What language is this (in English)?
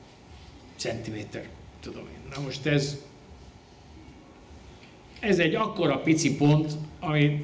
Hungarian